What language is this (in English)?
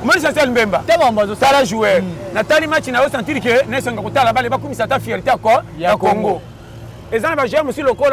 Lingala